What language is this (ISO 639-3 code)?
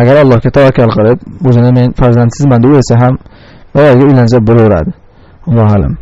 uzb